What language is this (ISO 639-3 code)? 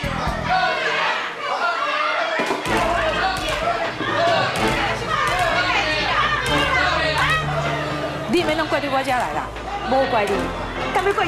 nan